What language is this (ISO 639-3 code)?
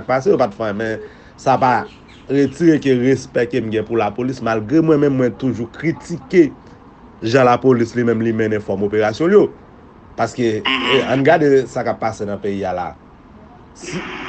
hat